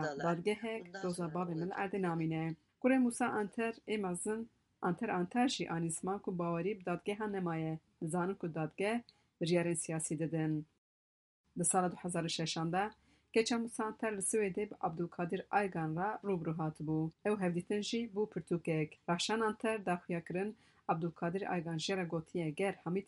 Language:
Kurdish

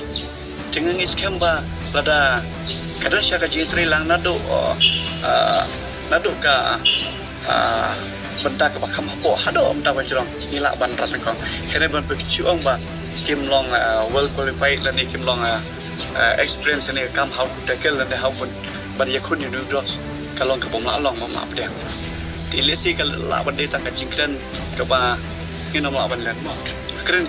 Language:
Khasi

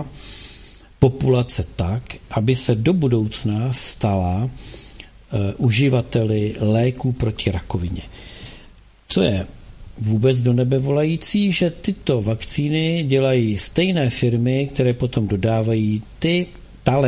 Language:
Czech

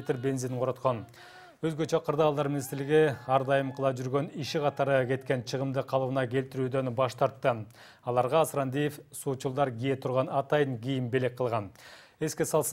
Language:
Kyrgyz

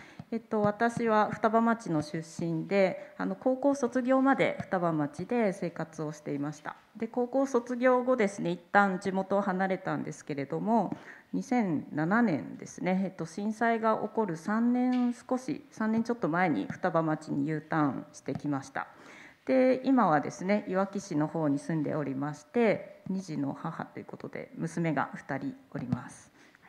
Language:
Japanese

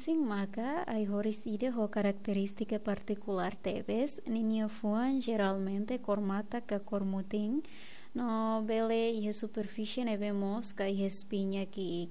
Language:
Tetum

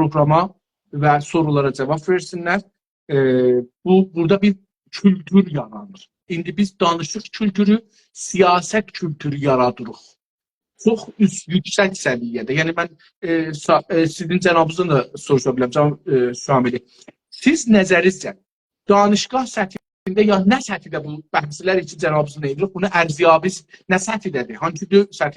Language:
South Azerbaijani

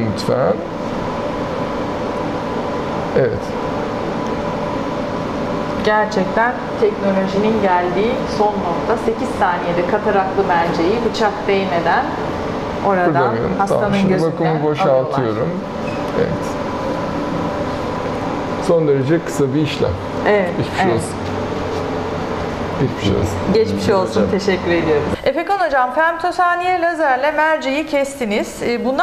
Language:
Turkish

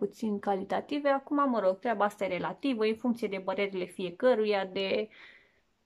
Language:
Romanian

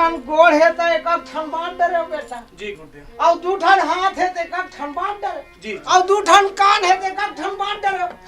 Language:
Chhattisgarhi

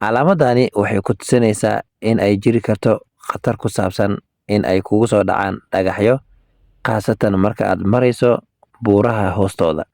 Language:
Somali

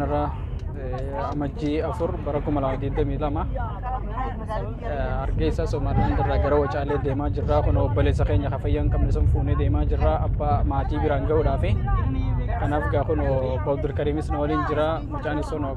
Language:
Oromo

